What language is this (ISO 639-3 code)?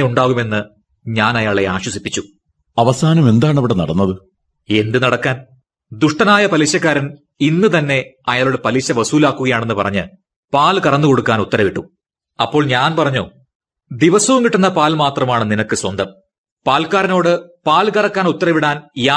mal